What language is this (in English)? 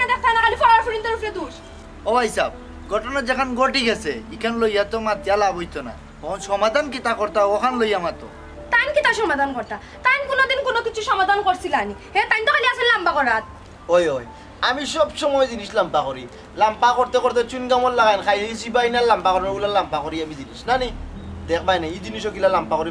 Sylheti